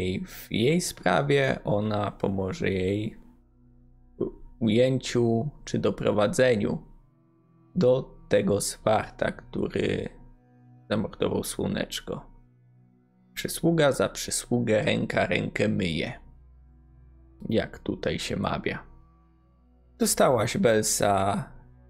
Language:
Polish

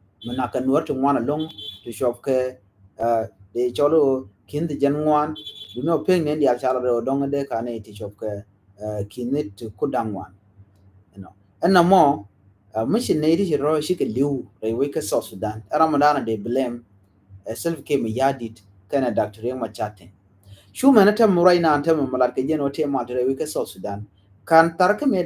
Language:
Nuer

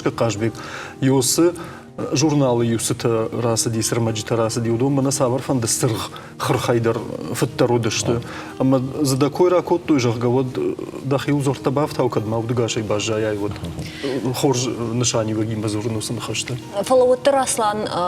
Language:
Ossetic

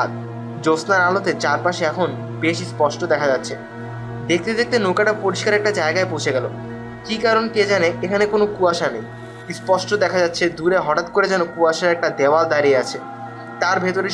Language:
Bangla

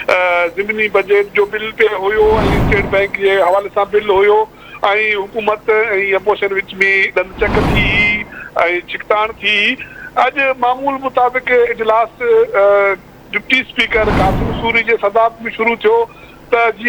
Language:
Sindhi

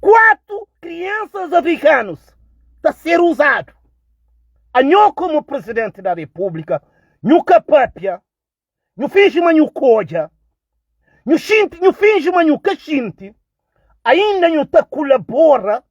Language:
Kabuverdianu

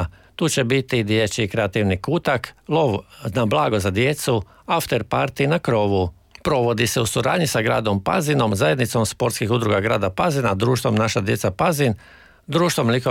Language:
Croatian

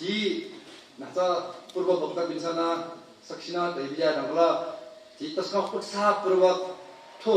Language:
Newari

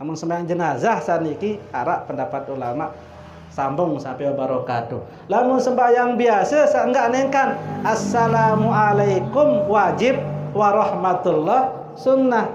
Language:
Sasak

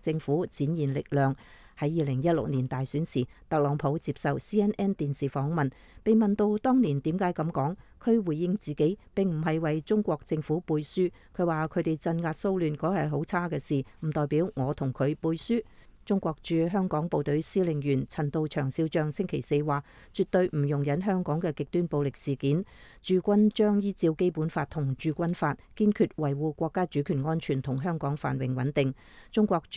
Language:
Cantonese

